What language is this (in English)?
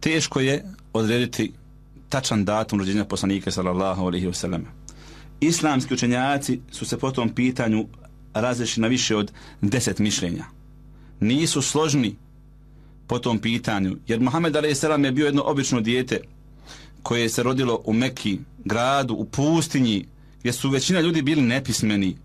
Bosnian